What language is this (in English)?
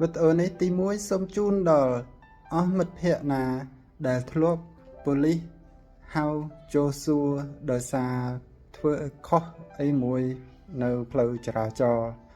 Khmer